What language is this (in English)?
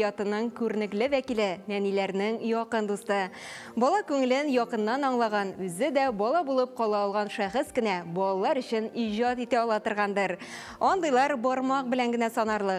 Tatar